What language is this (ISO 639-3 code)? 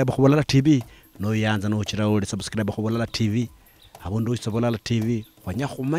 luy